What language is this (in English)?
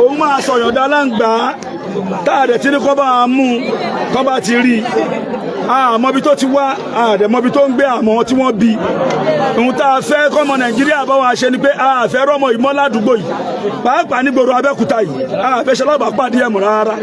Yoruba